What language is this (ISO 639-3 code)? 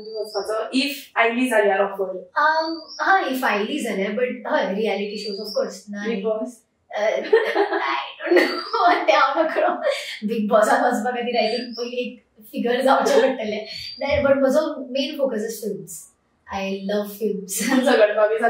kok